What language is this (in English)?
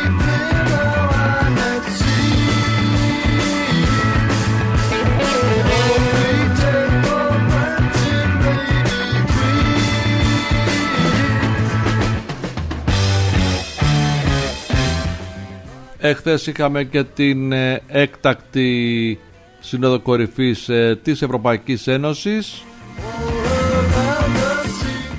Greek